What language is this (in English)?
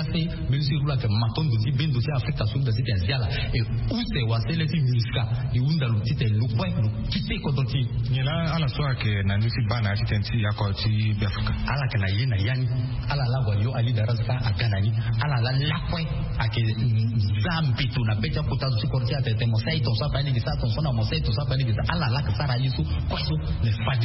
Sango